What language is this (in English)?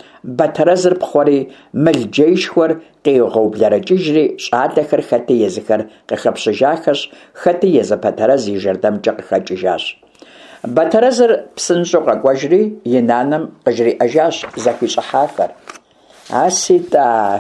Kabardian